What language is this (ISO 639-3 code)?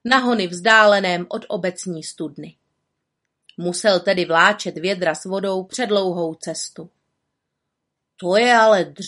ces